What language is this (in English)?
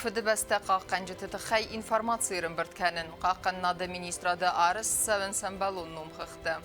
Ossetic